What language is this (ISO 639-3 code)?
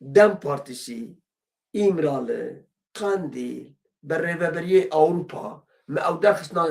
kur